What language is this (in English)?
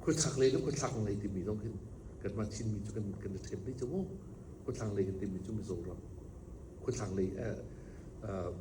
Hakha Chin